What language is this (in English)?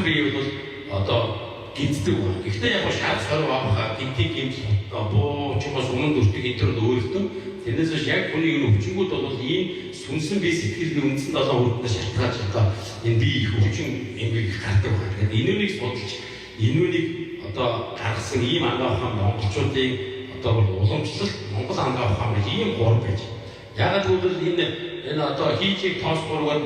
Mongolian